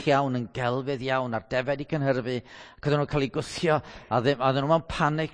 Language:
Welsh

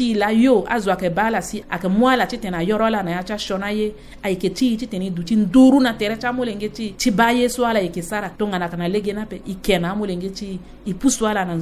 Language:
Sango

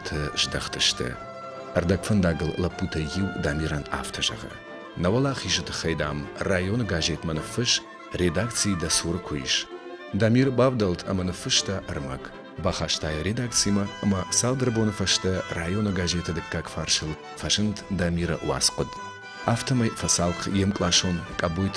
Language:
Ossetic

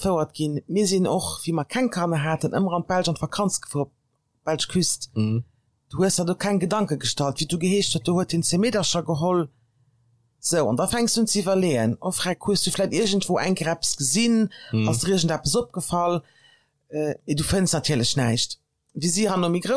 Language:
Luxembourgish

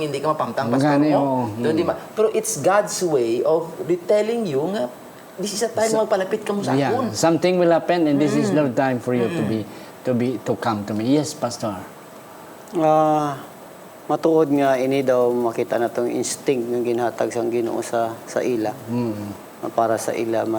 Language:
Hiligaynon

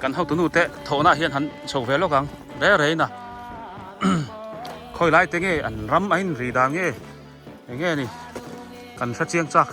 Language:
Biete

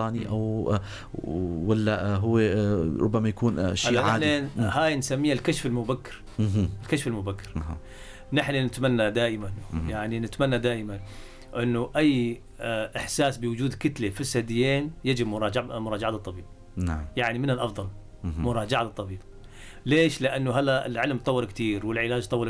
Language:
North Levantine Arabic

